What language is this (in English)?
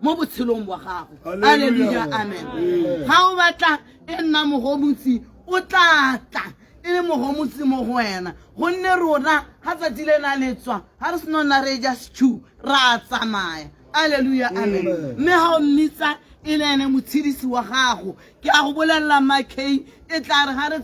Tswana